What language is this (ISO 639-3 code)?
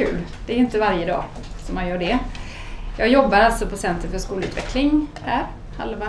swe